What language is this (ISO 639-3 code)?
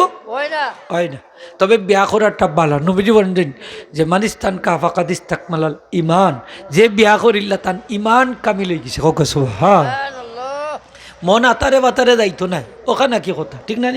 syl